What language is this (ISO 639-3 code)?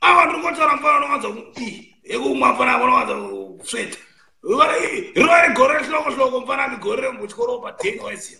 sna